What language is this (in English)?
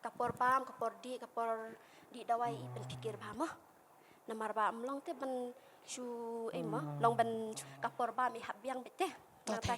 Khasi